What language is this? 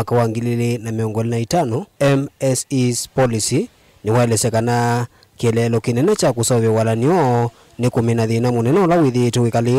Kamba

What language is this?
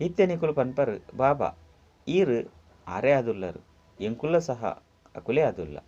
Tulu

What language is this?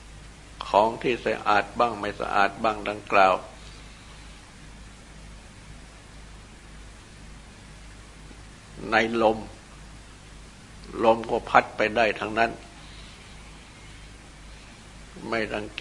Thai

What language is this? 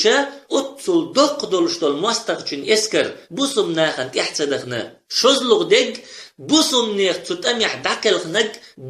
Chechen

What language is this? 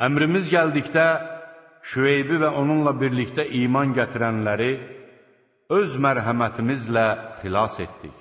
Azerbaijani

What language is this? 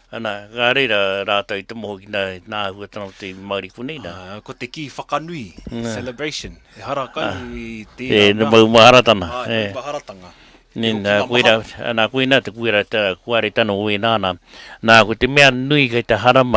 Māori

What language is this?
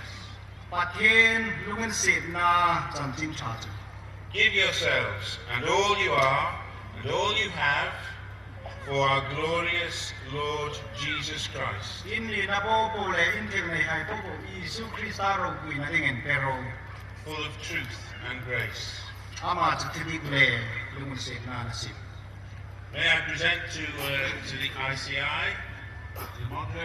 Hmar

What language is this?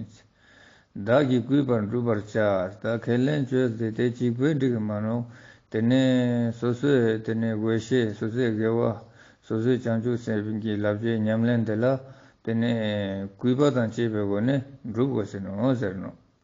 Ladakhi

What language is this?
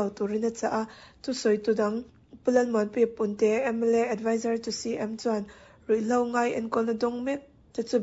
Mizo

